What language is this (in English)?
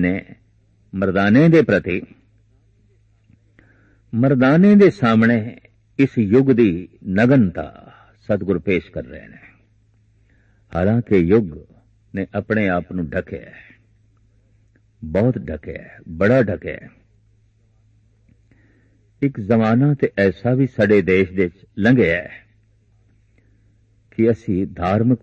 Punjabi